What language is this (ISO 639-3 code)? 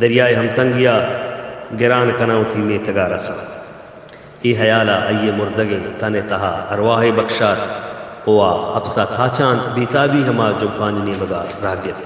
bal